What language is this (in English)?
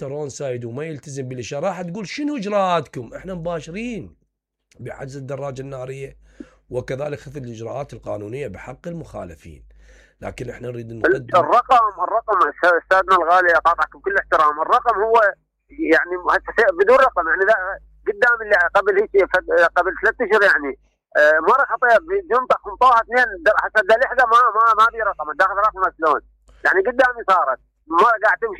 Mesopotamian Arabic